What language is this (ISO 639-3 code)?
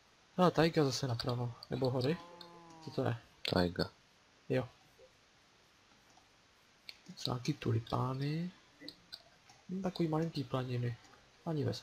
ces